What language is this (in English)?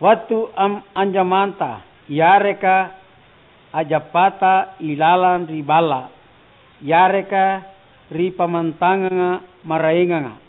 Makasar